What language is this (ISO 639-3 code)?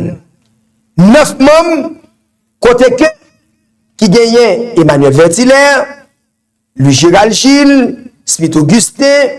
hat